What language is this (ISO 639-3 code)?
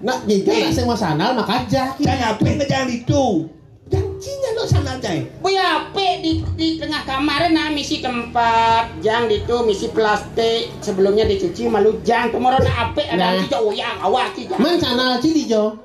ban